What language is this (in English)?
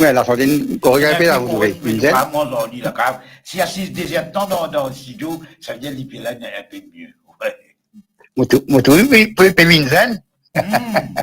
Morisyen